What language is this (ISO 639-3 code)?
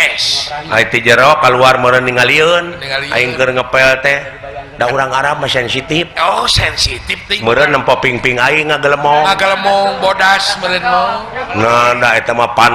sun